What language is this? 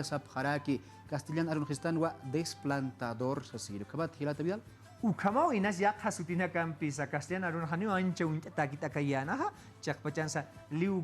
Aymara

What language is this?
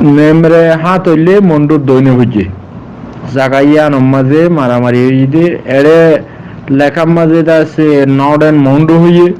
Rohingya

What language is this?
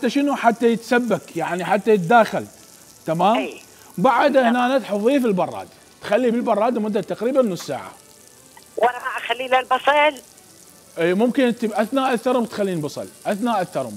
Mesopotamian Arabic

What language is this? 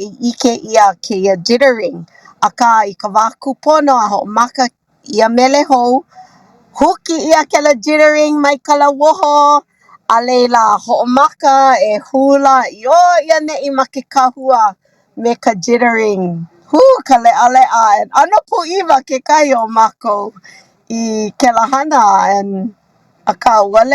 Hawaiian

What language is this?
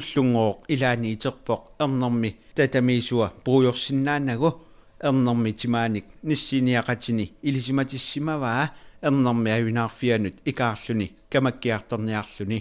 Kalaallisut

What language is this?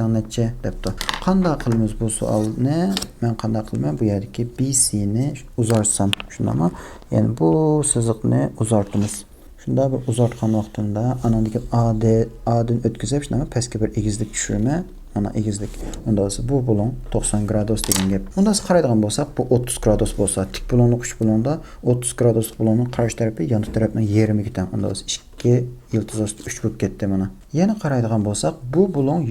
Uyghur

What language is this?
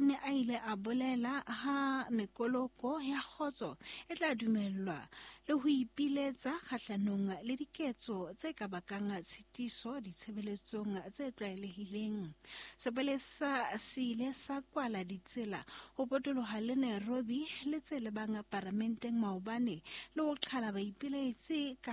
Southern Sotho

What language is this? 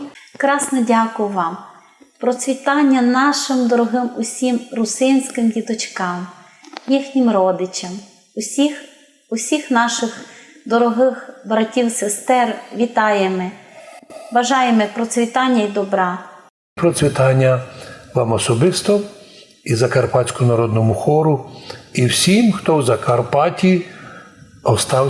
Rusyn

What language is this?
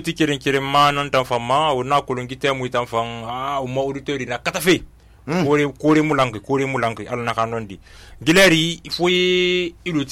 Susu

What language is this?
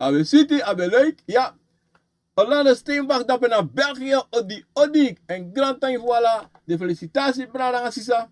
Sranan Tongo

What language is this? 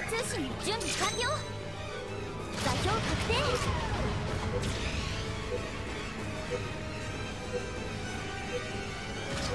Japanese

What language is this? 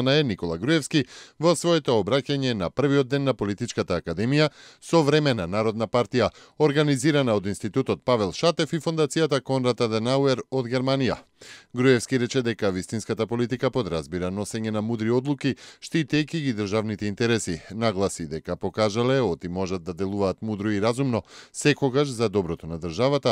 Macedonian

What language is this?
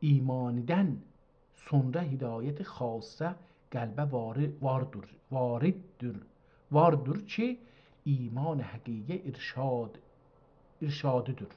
South Azerbaijani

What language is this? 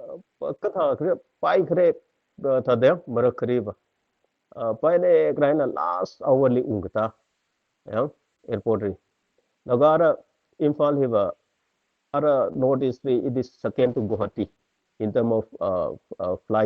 Tangkhul Naga (India)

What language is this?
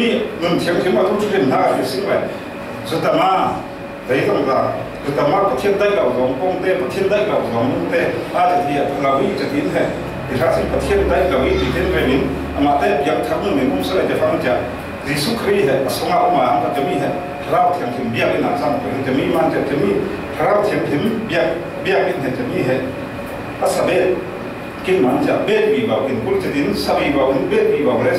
Falam Chin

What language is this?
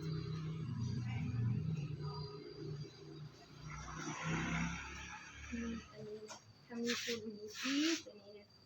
Lao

